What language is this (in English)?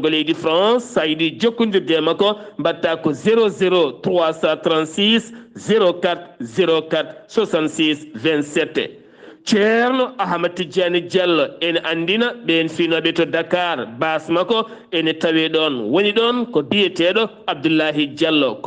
Fula